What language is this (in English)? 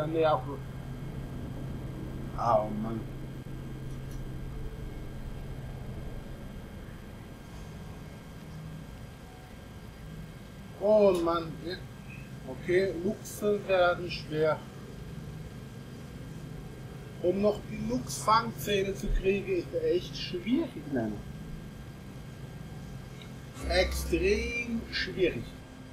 German